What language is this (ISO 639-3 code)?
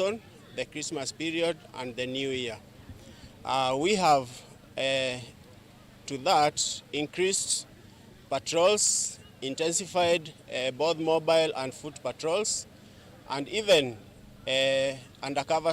kam